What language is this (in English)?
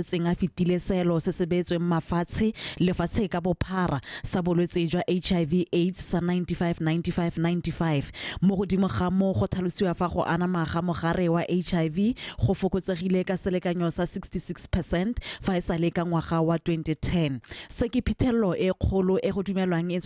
Tswana